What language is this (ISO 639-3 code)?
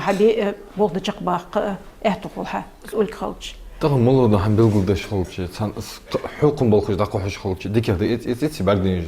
inh